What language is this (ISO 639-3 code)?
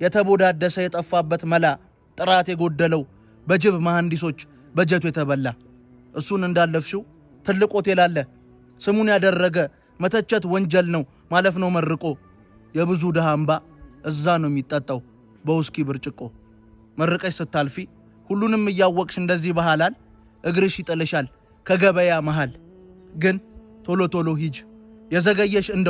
amh